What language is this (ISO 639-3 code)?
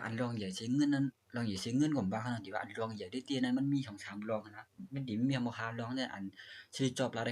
shn